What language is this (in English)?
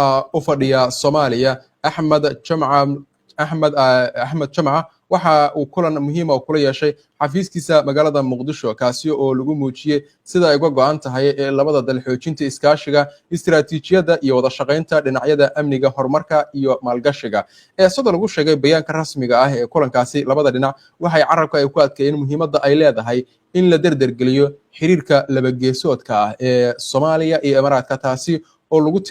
Somali